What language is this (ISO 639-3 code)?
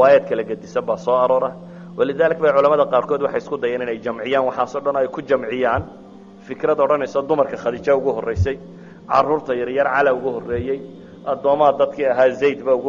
som